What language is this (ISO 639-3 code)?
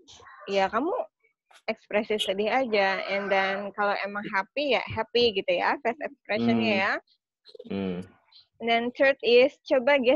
ind